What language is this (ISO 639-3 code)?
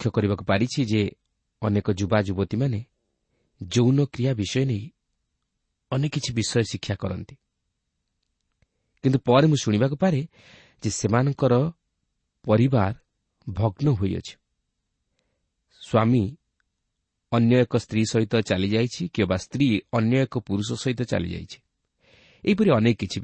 ori